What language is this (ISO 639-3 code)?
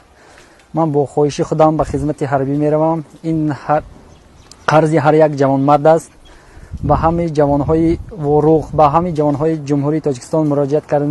tgk